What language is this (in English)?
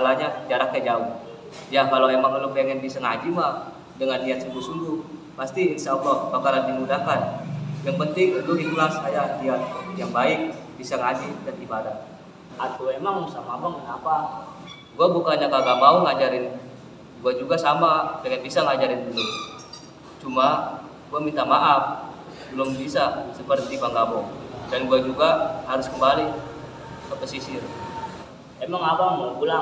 Betawi